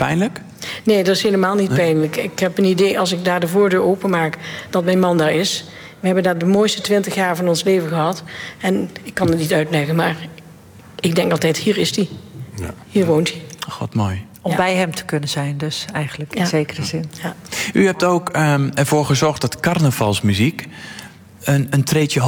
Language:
Dutch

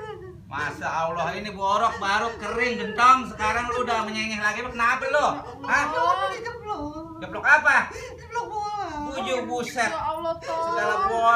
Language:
Betawi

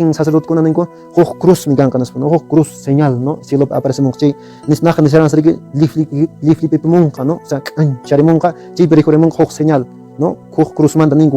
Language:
Quechua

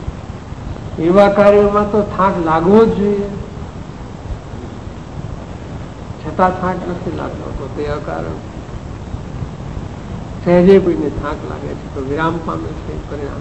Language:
Gujarati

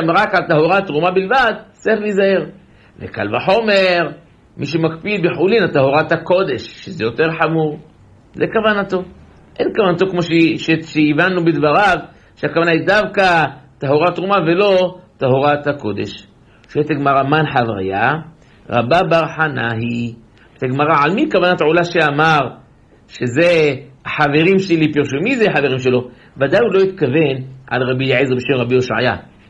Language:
Hebrew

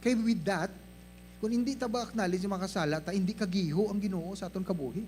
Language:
Hiligaynon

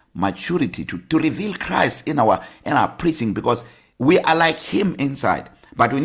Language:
English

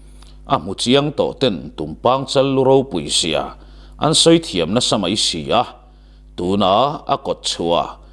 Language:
Mizo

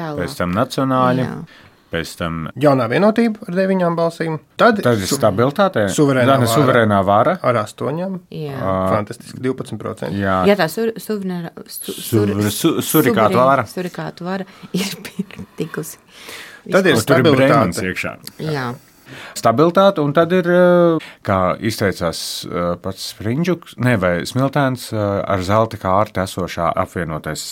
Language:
Latvian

